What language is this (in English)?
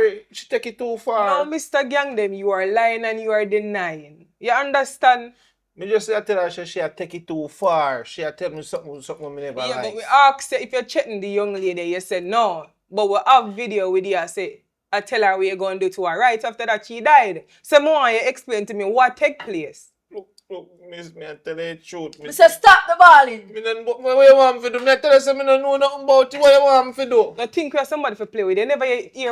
Jamaican Creole English